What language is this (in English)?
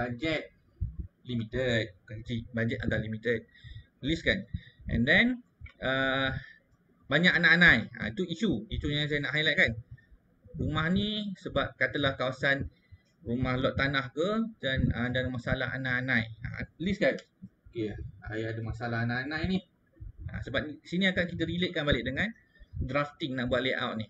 Malay